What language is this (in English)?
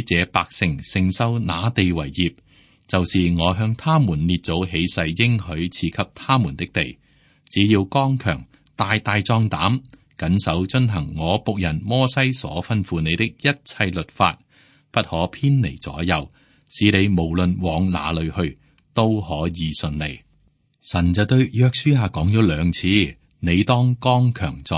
Cantonese